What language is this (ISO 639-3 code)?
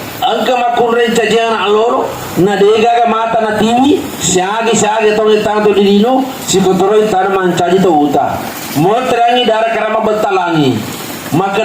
bug